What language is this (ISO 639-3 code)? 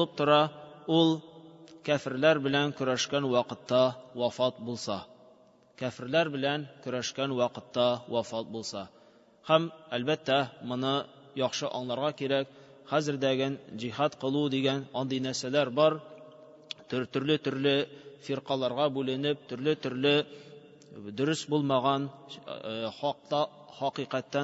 tat